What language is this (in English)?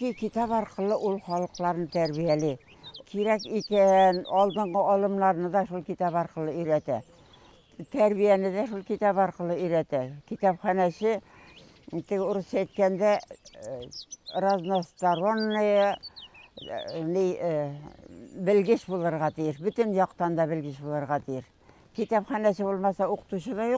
Tatar